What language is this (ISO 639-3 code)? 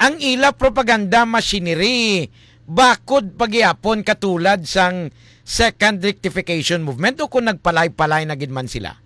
hil